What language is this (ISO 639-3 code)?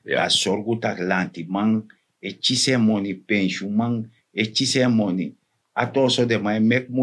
srn